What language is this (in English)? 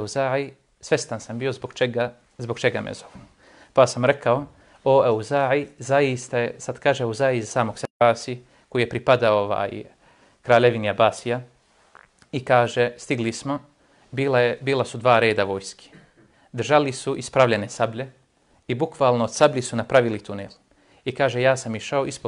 Bosnian